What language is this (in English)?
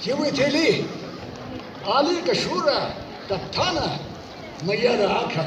Tangkhul Naga (India)